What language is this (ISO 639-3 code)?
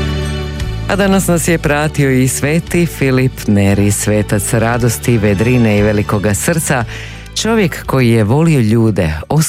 hrv